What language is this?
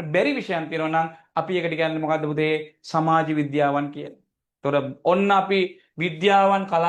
Sinhala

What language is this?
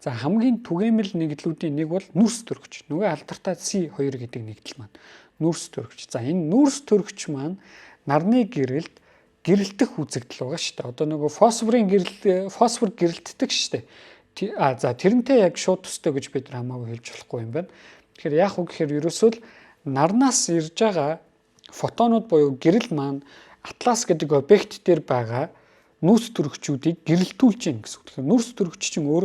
Mongolian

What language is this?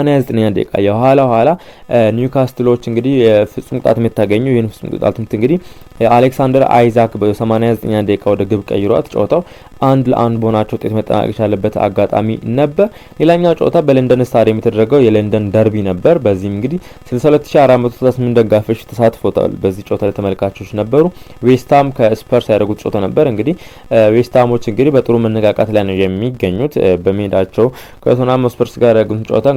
Amharic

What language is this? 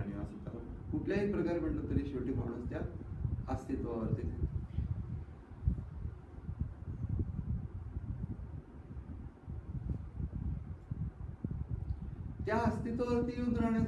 Marathi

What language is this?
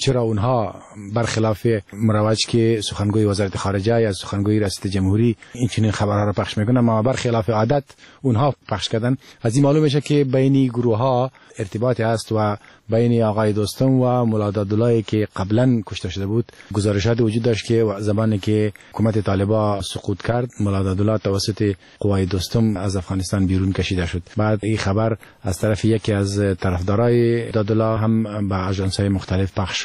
Persian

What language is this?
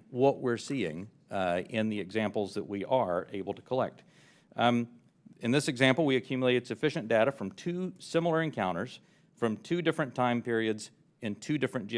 English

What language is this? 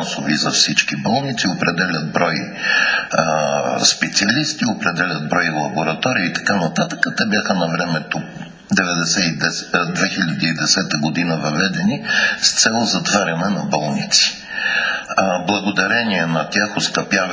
Bulgarian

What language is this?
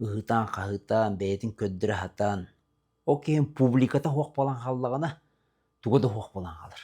Yakut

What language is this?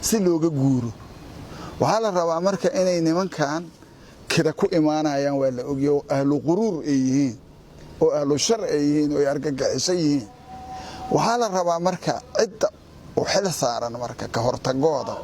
Somali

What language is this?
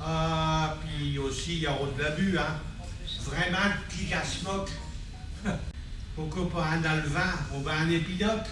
Picard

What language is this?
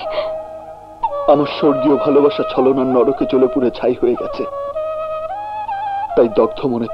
Bangla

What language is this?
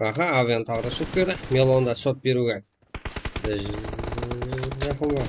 Kara-Kalpak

